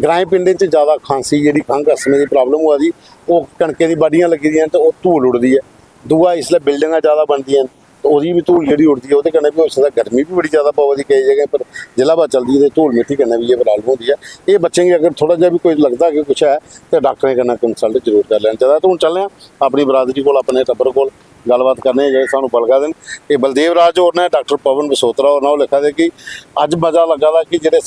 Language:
Dogri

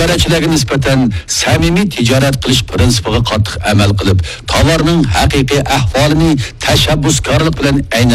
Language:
Uyghur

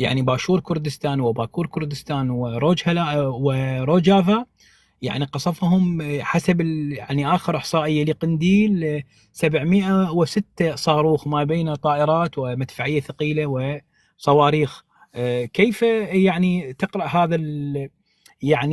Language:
North Levantine Arabic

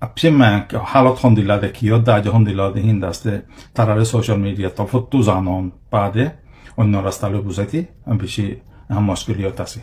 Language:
Rohingya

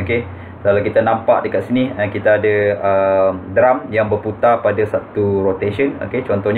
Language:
Malay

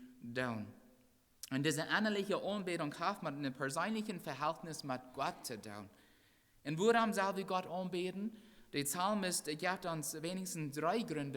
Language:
Plautdietsch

